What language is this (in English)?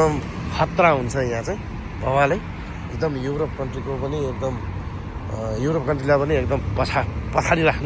Nepali